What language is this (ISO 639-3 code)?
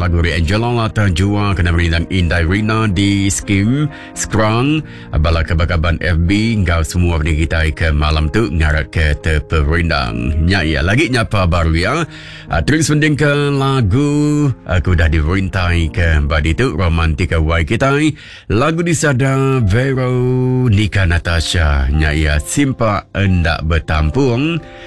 iba